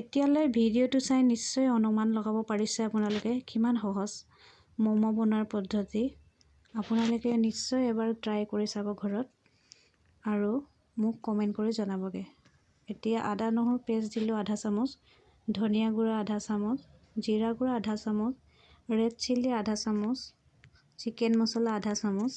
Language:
Assamese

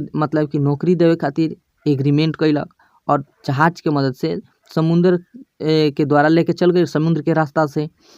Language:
Bhojpuri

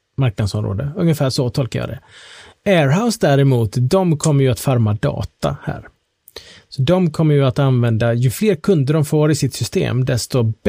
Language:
Swedish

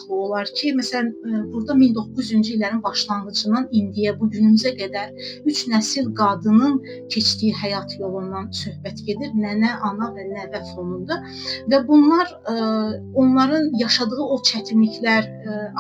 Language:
Azerbaijani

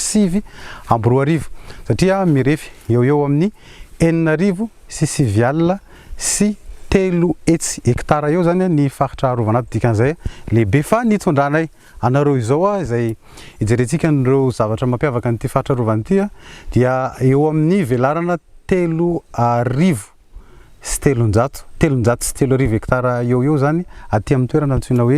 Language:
Malagasy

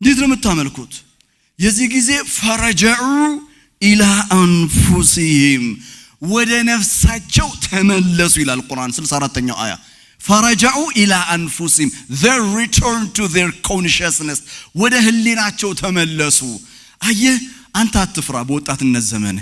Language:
Amharic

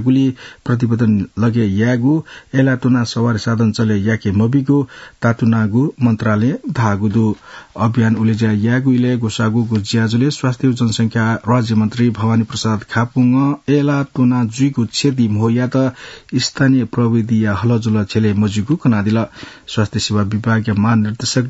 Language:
Newari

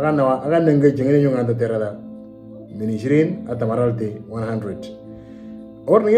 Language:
Moro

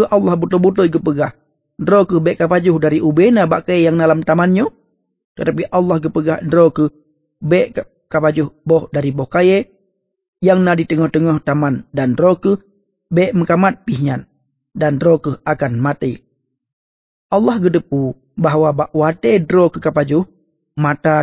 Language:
Achinese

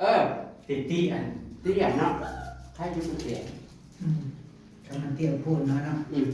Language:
Northeastern Thai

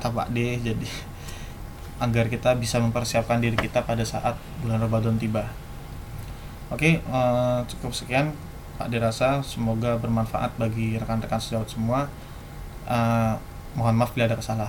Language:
Indonesian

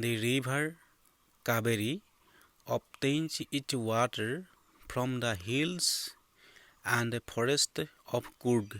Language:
Assamese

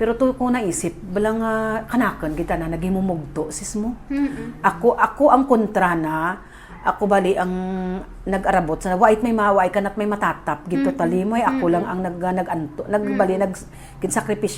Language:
Hiligaynon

